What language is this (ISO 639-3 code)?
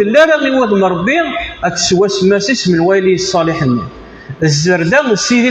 kab